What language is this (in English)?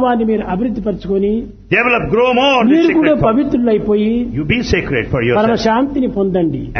Telugu